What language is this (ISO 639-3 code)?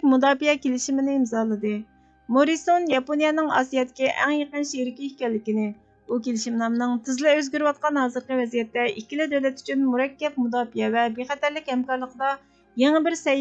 uig